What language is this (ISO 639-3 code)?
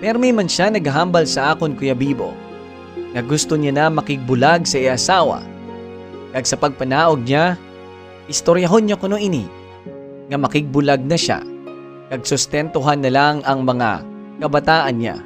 hil